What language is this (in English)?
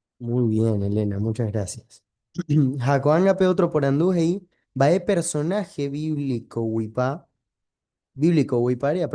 Guarani